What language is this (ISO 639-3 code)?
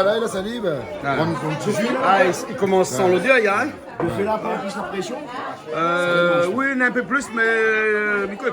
rcf